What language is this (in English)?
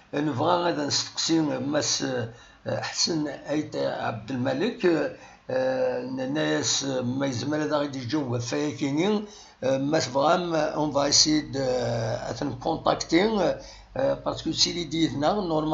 Kabyle